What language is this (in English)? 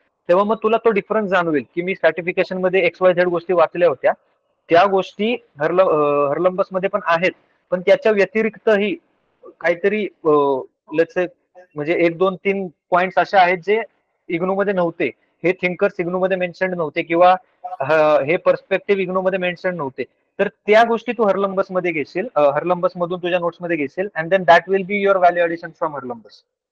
Marathi